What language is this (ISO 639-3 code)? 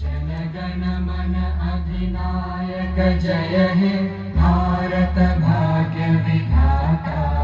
kok